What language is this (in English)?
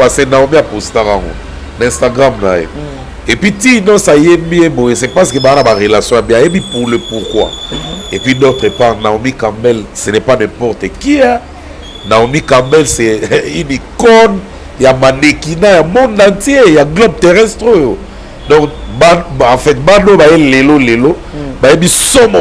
Lingala